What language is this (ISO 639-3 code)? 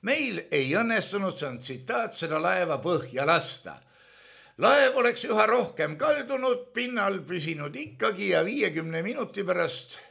est